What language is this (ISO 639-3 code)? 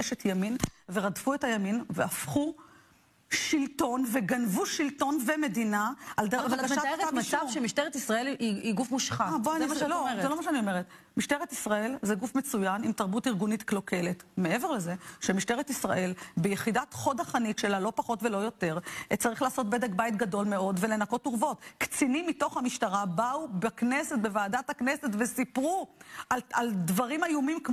heb